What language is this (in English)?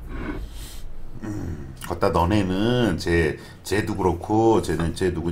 Korean